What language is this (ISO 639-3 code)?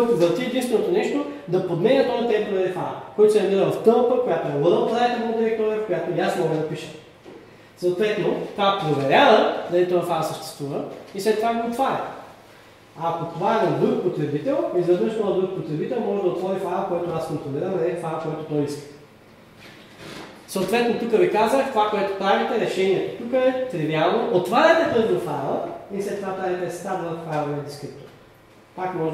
bul